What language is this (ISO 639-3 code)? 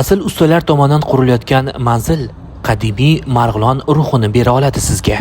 uzb